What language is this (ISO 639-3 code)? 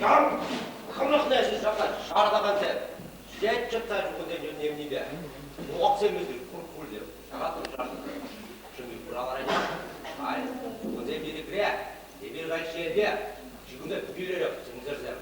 chv